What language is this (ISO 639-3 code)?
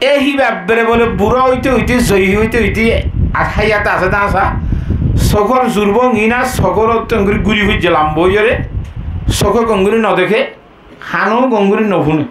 rhg